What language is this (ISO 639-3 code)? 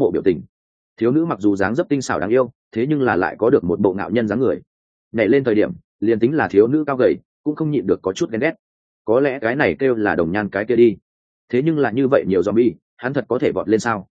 vie